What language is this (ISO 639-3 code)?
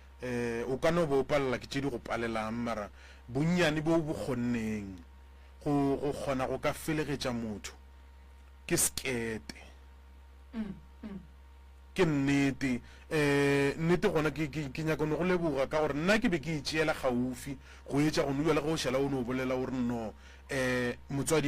nso